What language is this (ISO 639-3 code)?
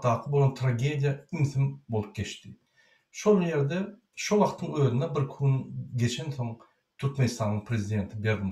tuk